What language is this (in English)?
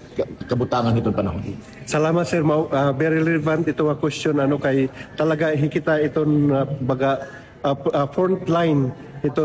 Waray